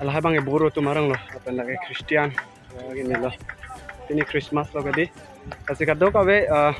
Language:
Karbi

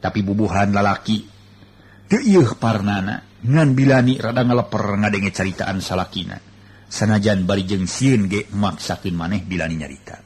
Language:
Sundanese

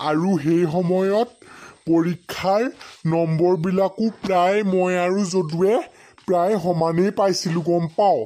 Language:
Assamese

